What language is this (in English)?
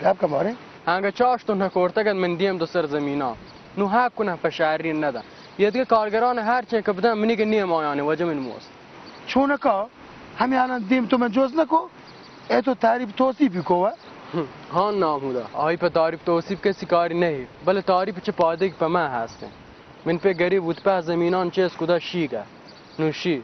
Baluchi